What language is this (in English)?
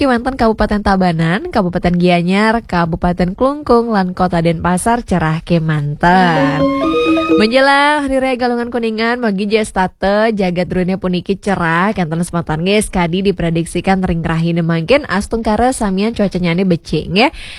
Balinese